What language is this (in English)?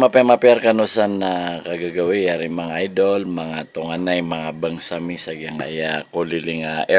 Maranao